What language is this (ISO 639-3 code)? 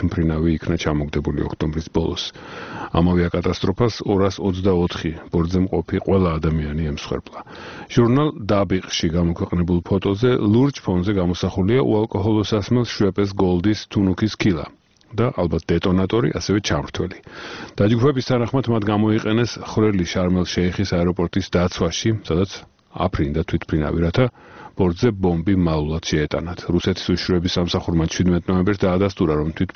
kat